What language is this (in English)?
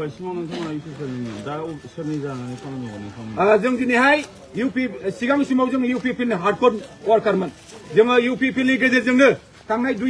Bodo